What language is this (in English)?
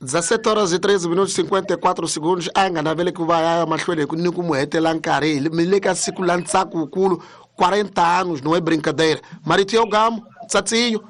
Tsonga